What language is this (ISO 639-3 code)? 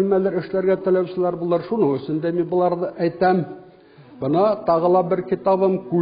bak